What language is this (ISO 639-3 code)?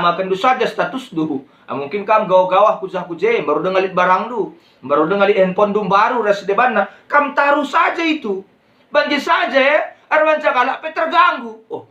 btx